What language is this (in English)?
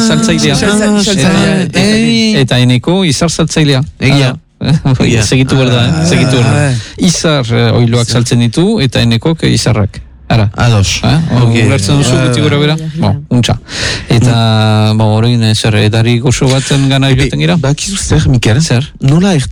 Basque